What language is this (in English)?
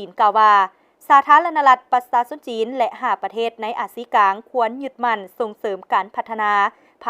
Lao